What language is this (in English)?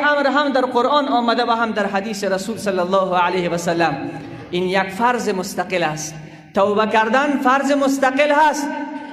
Persian